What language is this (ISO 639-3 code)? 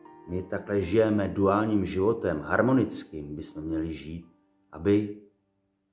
ces